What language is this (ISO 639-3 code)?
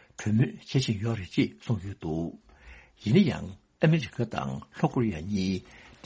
bod